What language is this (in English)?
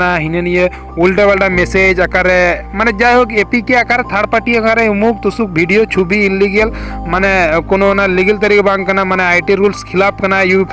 Santali